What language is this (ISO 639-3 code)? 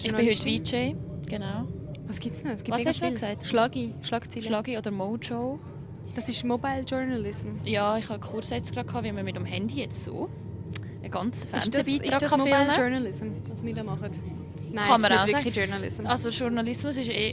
gsw